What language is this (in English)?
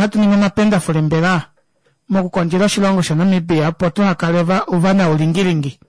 Kuanyama